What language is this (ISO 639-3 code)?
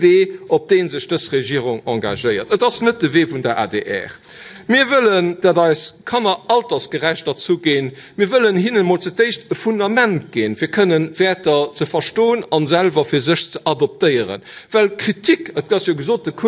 ltz